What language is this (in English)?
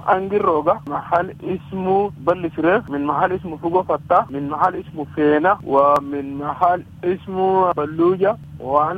Sudanese Arabic